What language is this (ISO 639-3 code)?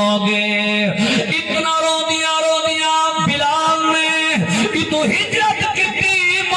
skr